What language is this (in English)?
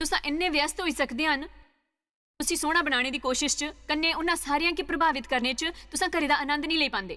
Dogri